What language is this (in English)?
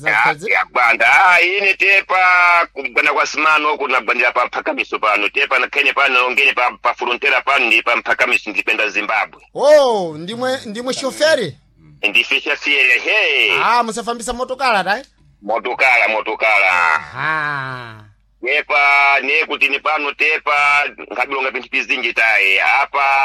Sena